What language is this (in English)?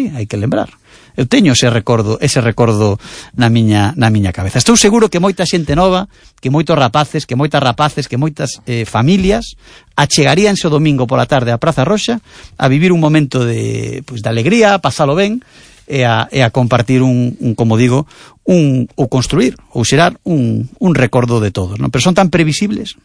Galician